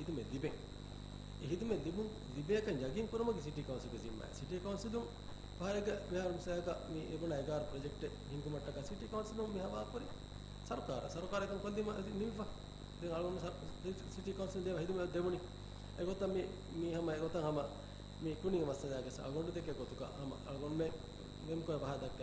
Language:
Divehi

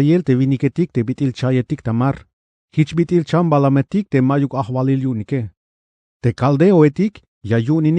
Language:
Tzeltal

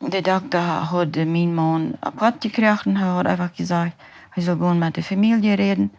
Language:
Plautdietsch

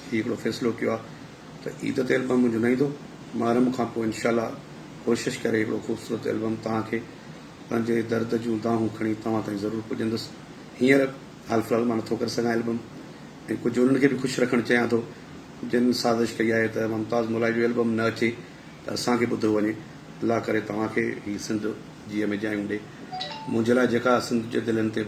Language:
Sindhi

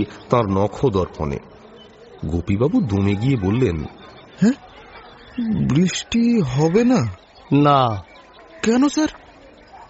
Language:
Bangla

